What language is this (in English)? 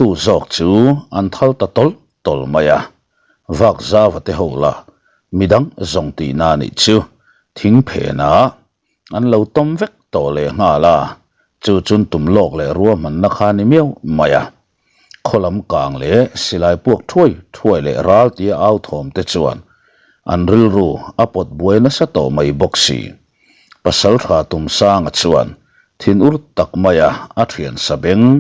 Mizo